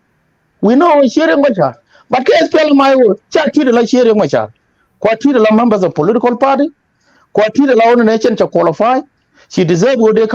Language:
Nuer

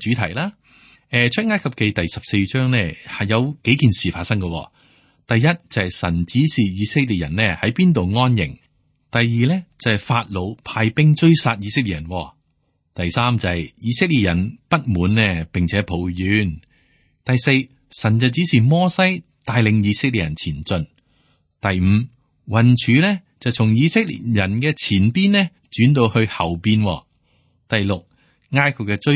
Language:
Cantonese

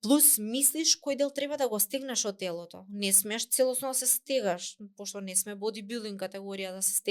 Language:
Macedonian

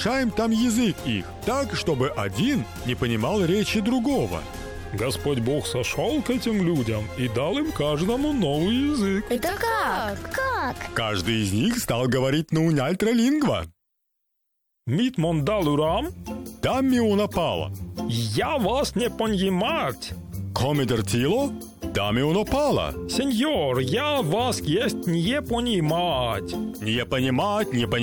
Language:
Russian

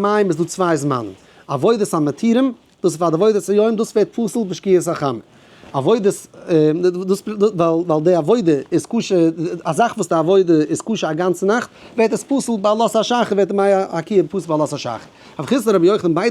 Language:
Yiddish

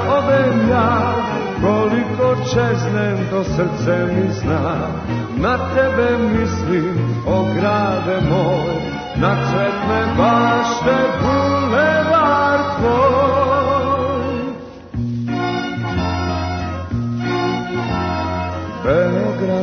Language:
Serbian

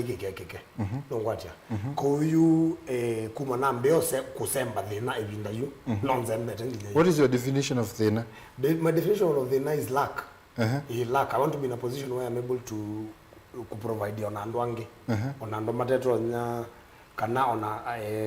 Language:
Kamba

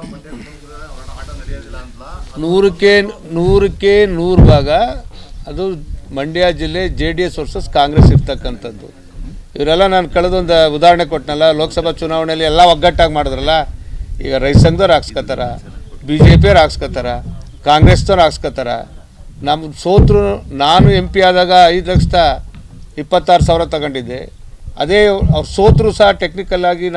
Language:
Kannada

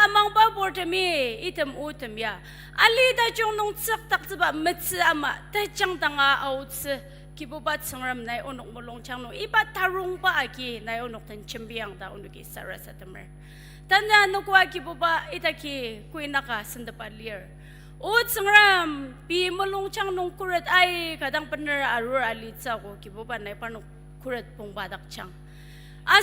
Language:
Ao Naga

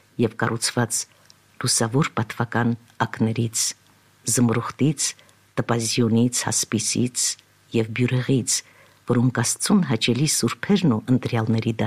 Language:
Armenian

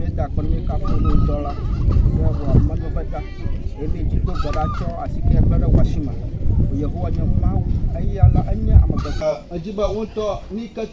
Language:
Ewe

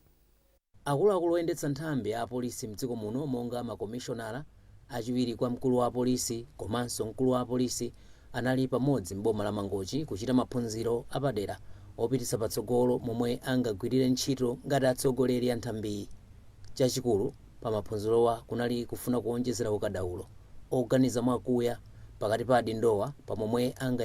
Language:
Nyanja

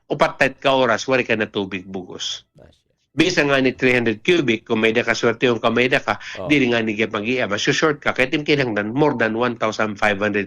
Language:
Waray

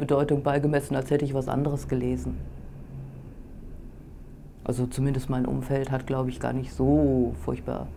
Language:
German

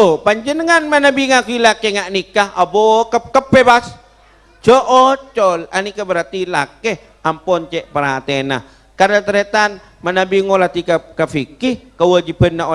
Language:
Madurese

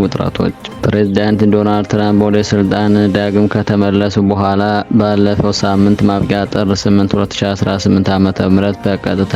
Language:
Amharic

